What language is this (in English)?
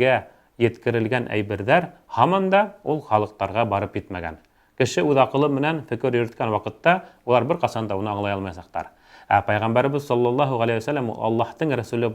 Bashkir